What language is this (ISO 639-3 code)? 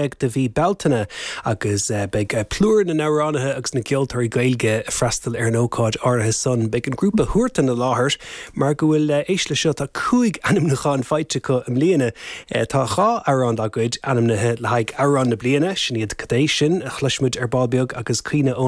gle